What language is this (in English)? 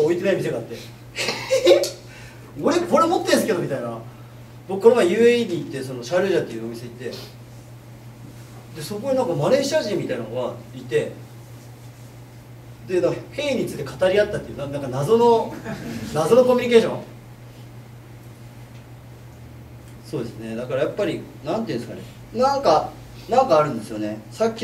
Japanese